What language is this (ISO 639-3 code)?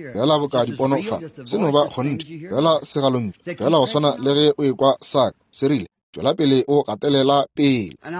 nso